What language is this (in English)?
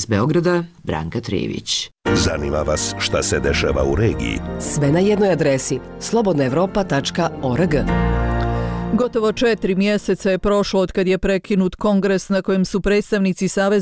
Bosnian